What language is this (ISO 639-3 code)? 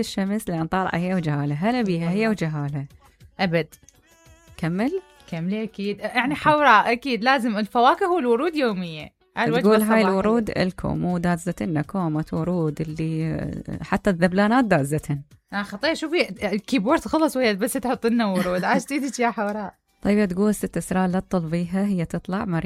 acm